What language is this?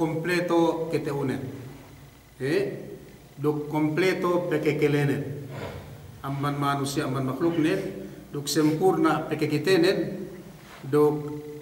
Yakan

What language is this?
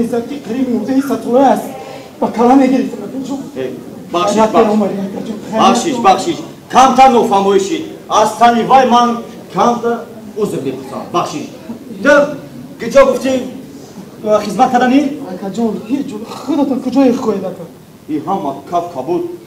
Tajik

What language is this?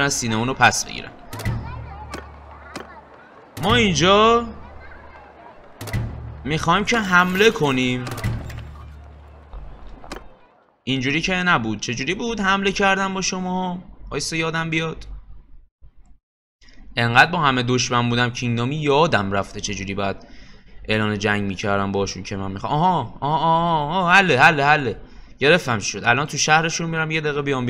Persian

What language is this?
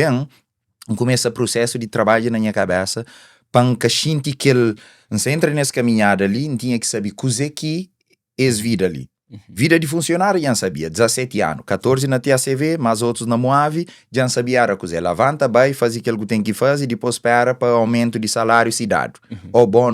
Kabuverdianu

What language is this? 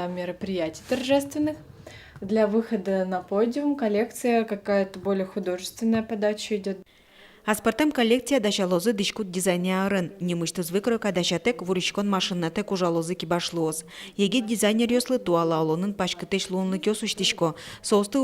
Udmurt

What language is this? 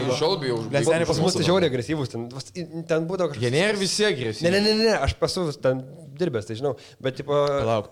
Lithuanian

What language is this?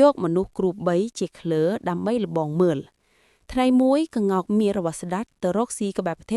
Khmer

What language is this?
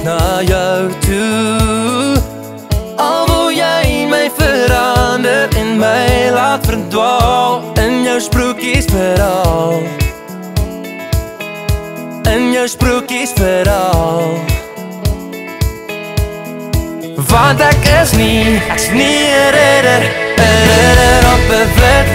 Afrikaans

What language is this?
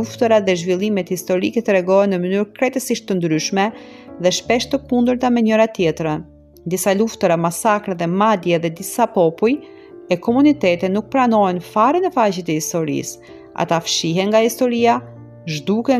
Albanian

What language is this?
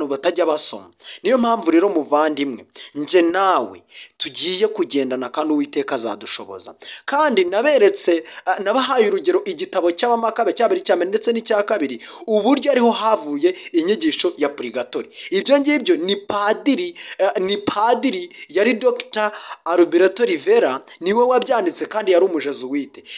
Kinyarwanda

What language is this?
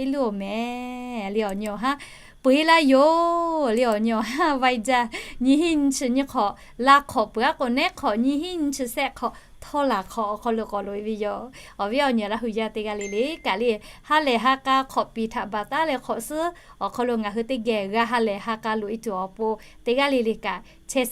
Lahu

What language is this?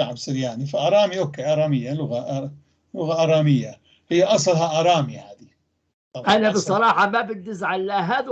North Levantine Arabic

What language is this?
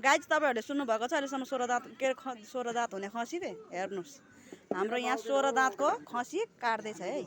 Nepali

